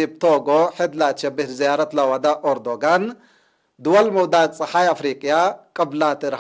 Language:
Tigre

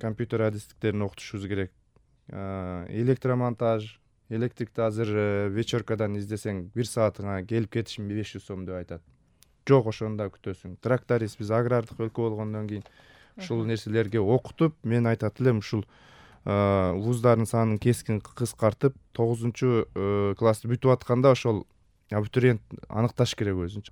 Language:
Kyrgyz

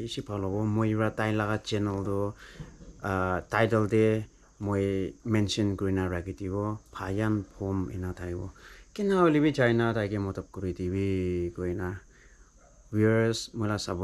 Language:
Naga Pidgin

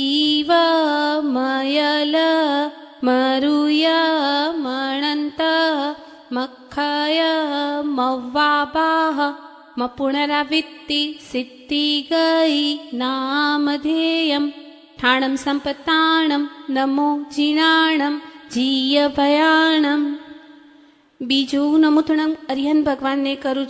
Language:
Gujarati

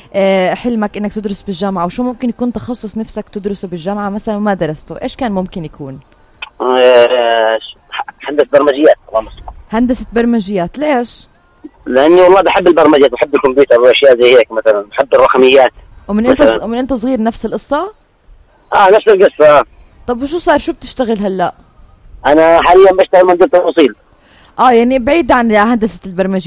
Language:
North Levantine Arabic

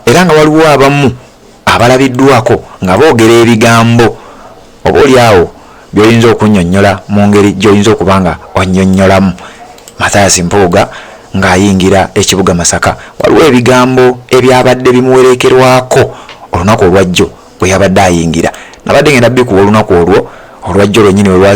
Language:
Ganda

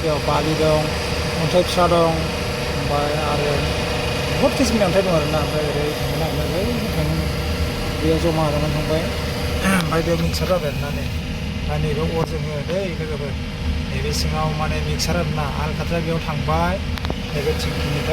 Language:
Bodo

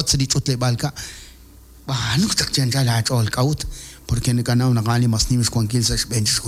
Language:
Kekchí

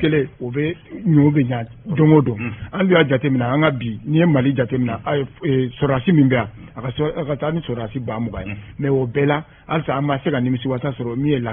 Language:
Bambara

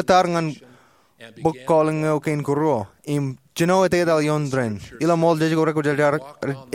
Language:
Marshallese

